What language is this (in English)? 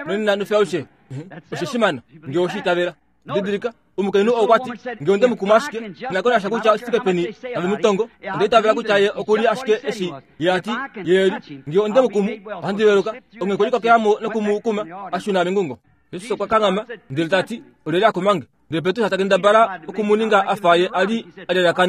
Kuanyama